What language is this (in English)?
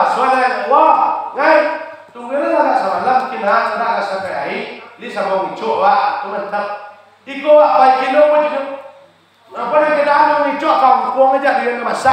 Minangkabau